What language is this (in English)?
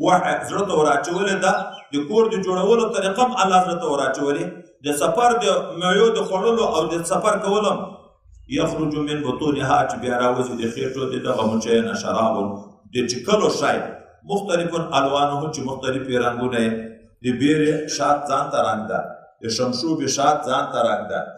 Pashto